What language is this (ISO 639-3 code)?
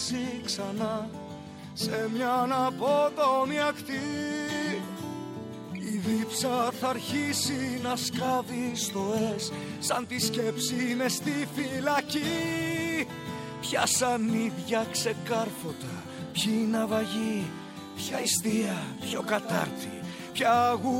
ell